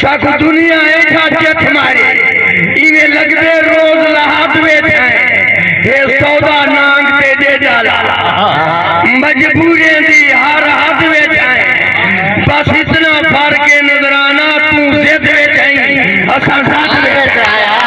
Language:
Saraiki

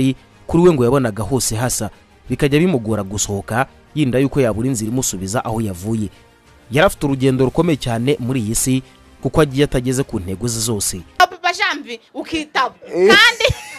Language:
Kinyarwanda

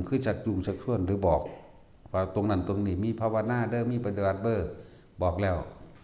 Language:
Northeastern Thai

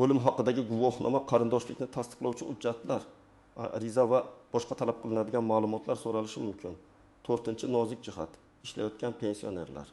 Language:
Uzbek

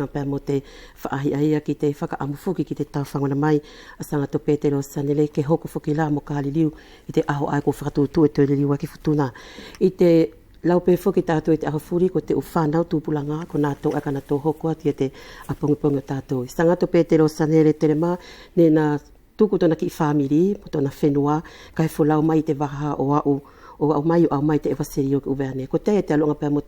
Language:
Wallisian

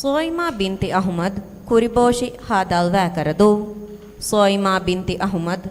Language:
Divehi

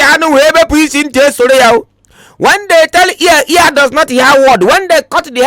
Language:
Nigerian Pidgin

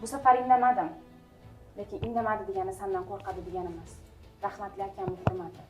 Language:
Uzbek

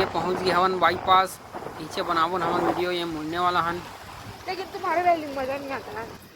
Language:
Chhattisgarhi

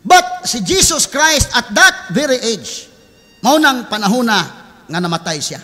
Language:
Cebuano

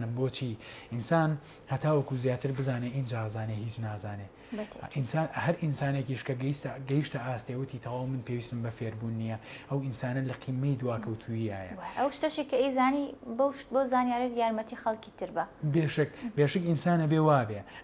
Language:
Central Kurdish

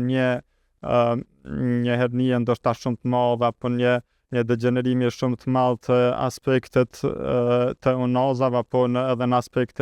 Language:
Albanian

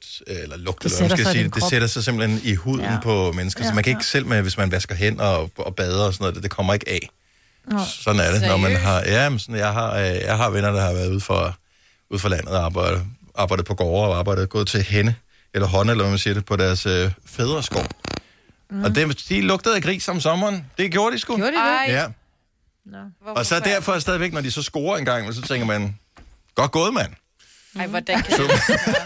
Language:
Danish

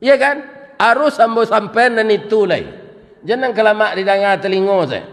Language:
Minangkabau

